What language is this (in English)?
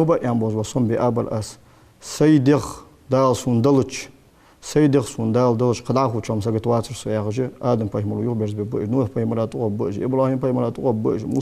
Ingush